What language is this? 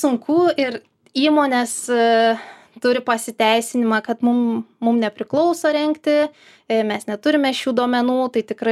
Lithuanian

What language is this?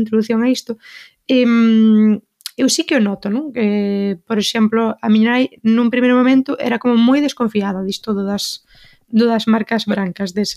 Galician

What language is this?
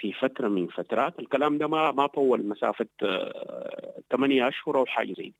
Sudanese Arabic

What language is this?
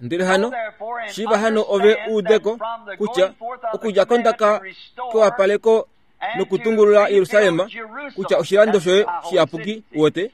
Kuanyama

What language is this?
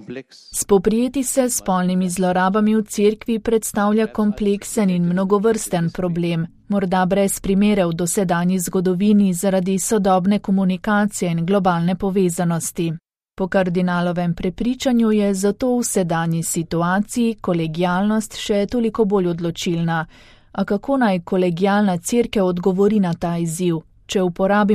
Slovenian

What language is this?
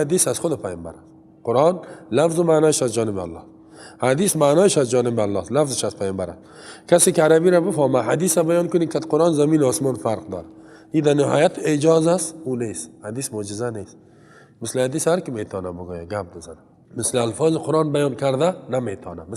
Persian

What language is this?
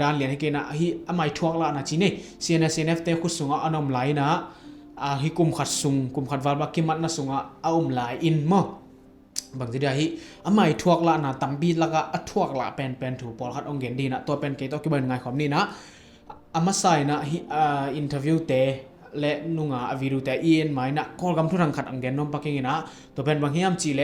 Tedim Chin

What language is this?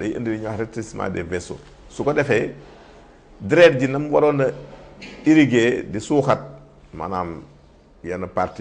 Wolof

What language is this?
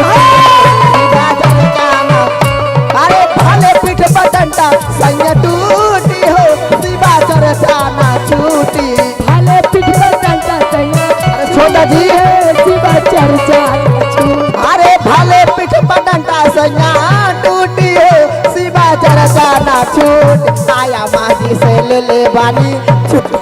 Magahi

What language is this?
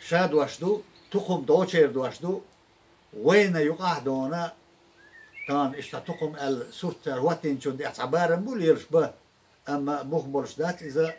Chechen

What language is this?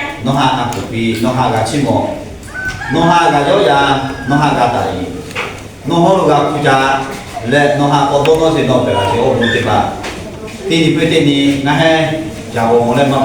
Lahu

